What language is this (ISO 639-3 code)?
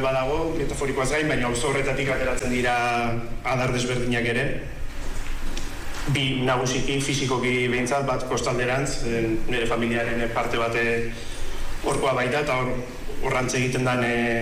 eus